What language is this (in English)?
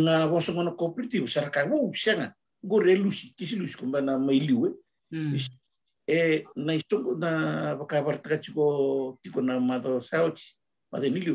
Fijian